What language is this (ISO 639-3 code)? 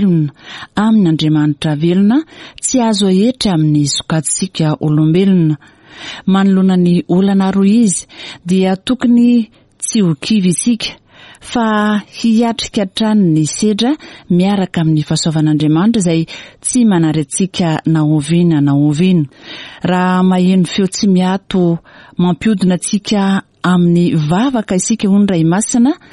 mlg